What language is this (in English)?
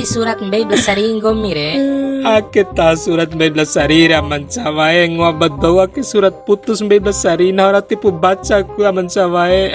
Bima